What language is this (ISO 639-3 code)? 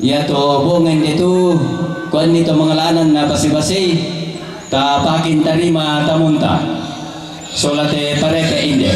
sda